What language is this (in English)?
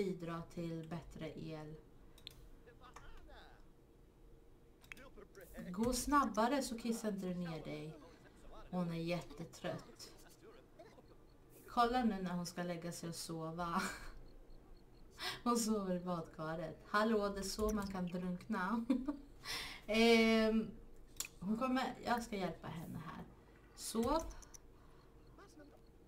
Swedish